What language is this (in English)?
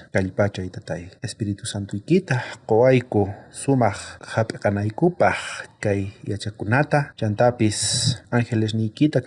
South Bolivian Quechua